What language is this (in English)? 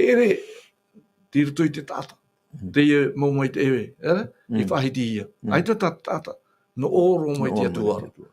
Tahitian